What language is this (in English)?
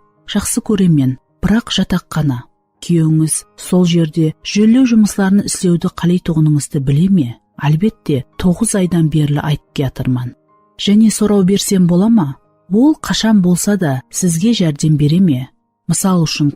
Kara-Kalpak